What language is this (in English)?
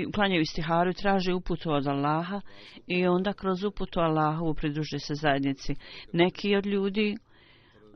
Bosnian